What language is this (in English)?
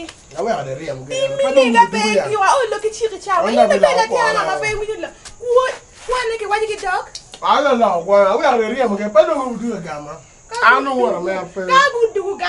Acoli